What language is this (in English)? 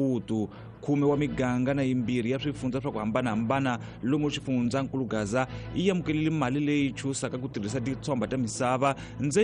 Tsonga